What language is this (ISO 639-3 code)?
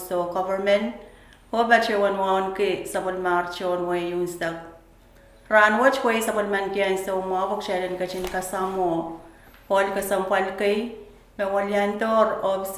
pon